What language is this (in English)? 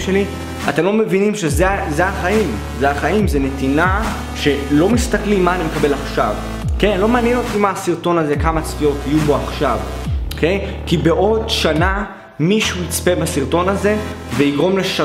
Hebrew